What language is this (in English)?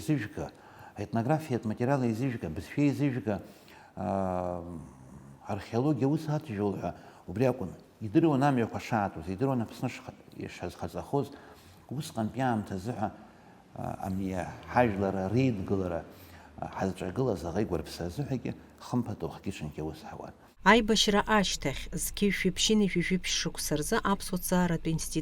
Abkhazian